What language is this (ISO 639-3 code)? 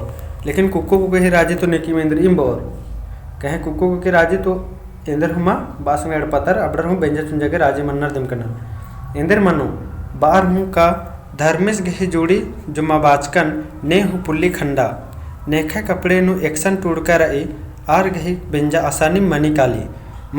kru